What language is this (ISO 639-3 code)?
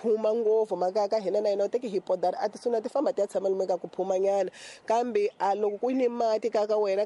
tso